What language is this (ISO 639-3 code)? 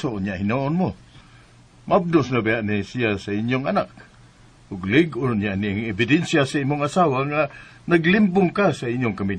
ceb